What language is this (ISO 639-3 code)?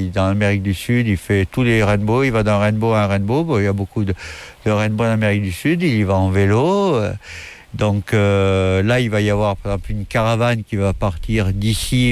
fra